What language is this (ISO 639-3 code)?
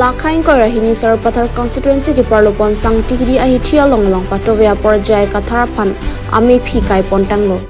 mjw